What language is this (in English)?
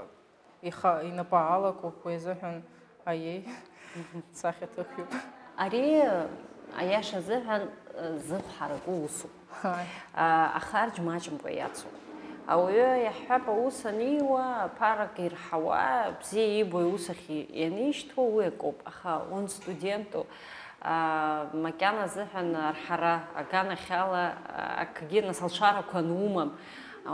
Abkhazian